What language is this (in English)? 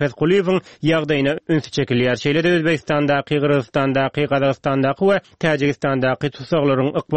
Turkmen